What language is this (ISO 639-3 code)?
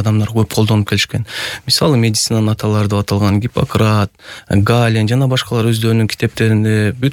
kir